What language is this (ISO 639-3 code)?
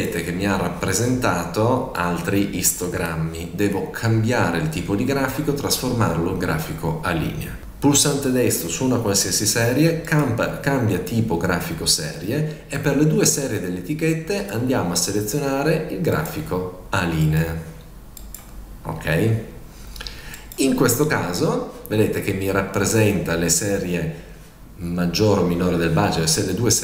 ita